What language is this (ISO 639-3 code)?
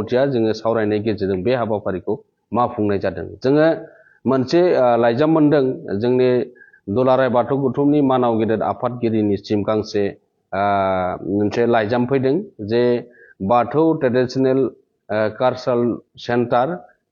brx